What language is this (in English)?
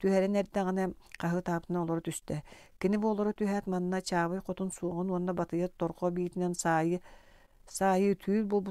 Yakut